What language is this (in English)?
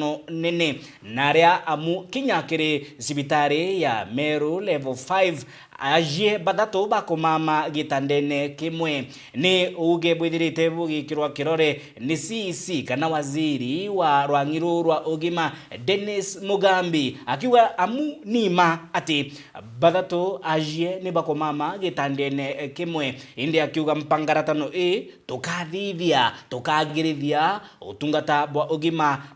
Meru